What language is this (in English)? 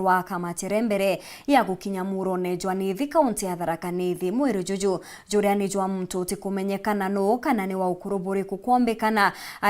Meru